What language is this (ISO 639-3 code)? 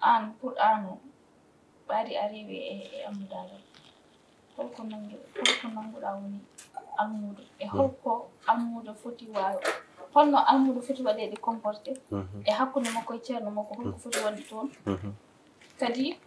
ful